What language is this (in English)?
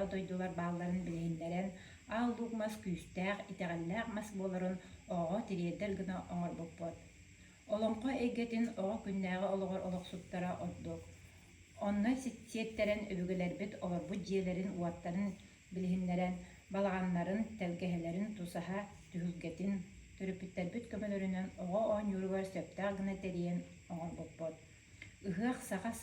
Yakut